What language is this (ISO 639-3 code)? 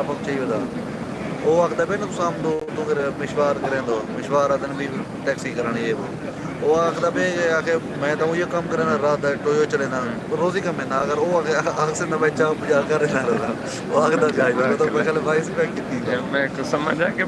skr